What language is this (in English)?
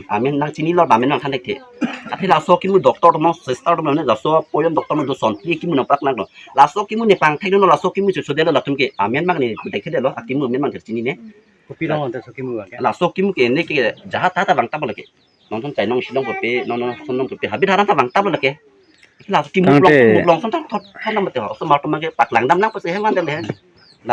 Karbi